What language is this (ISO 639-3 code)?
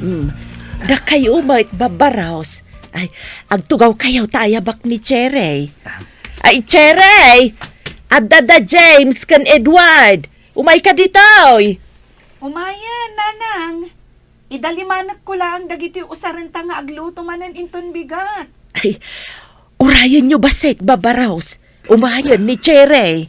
ilo